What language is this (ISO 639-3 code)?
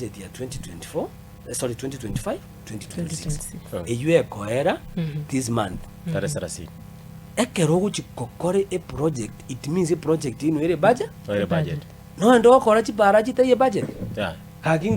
guz